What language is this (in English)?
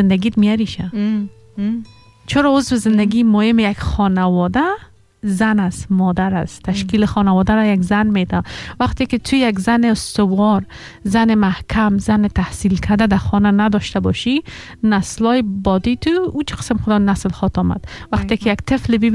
Persian